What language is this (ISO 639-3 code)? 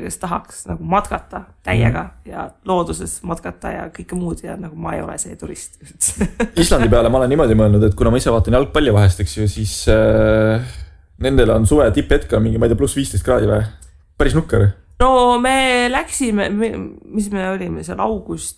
est